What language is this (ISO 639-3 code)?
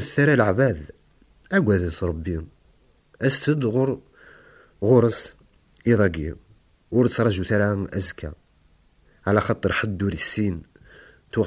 kab